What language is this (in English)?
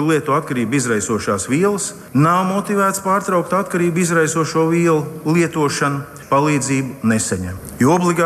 Latvian